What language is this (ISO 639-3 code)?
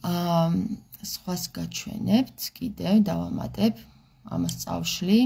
kat